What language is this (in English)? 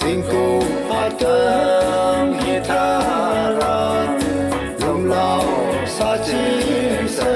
Tangkhul Naga (India)